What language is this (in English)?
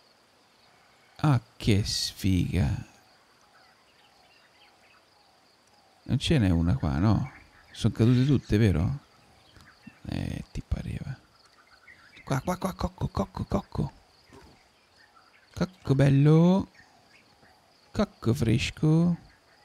Italian